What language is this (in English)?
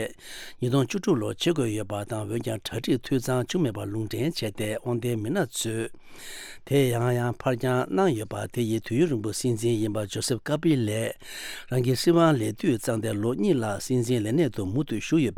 Tibetan